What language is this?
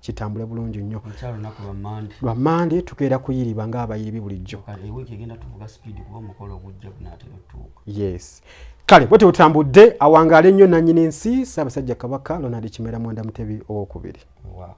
Ganda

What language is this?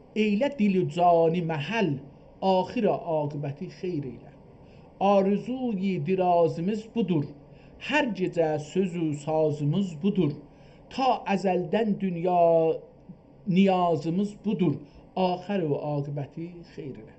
South Azerbaijani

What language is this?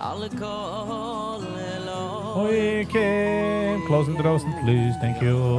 Yiddish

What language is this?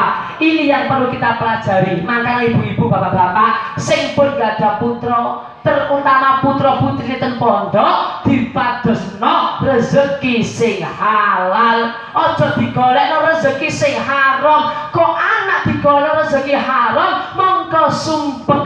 Javanese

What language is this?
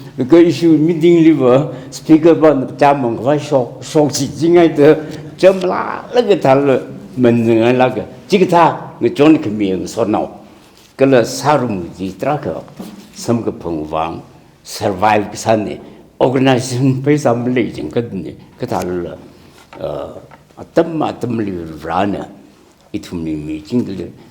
Tangkhul Naga (India)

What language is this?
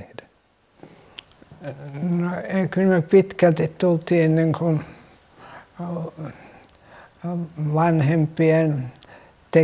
Finnish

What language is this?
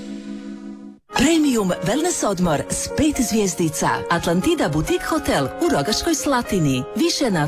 Croatian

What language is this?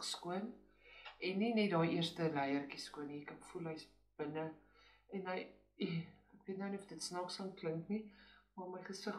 Afrikaans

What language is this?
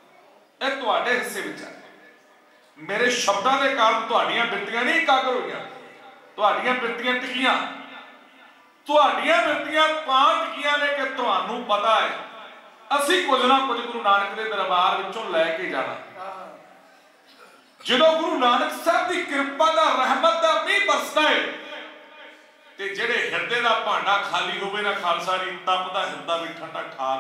Punjabi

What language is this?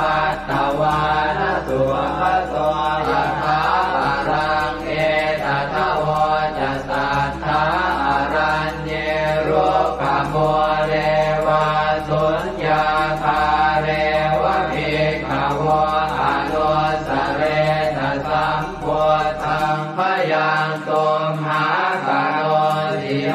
Pali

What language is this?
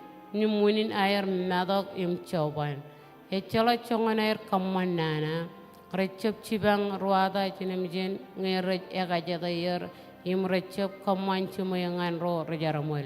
Marshallese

